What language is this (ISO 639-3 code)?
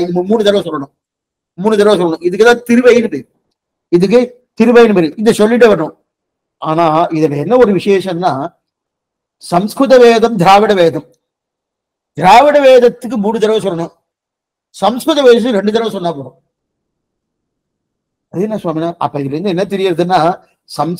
tam